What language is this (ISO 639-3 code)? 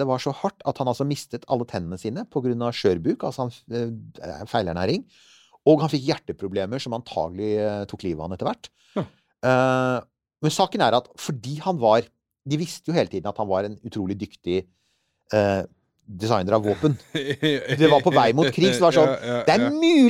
nor